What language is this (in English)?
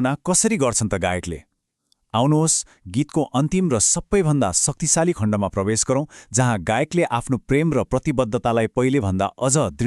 Nepali